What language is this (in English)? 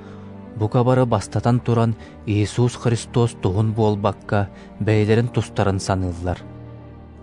Yakut